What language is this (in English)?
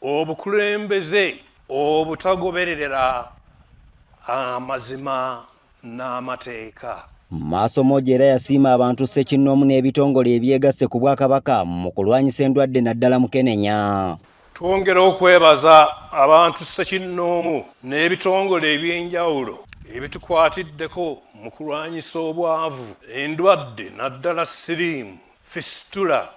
Ganda